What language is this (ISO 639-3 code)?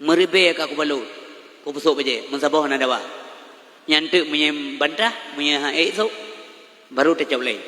ace